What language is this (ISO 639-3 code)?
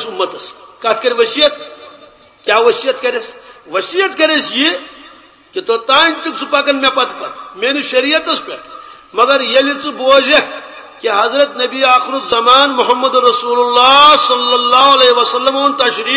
kas